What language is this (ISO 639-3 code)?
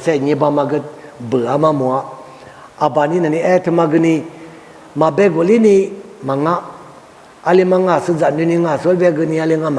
lis